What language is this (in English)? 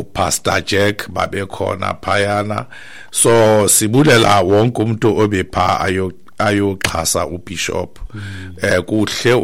Xhosa